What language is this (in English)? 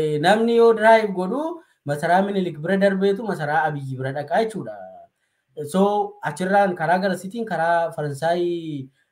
Oromo